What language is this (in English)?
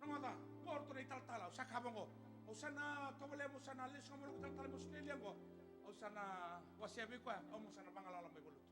Fijian